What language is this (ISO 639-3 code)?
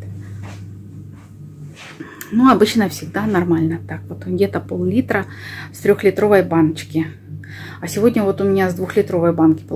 rus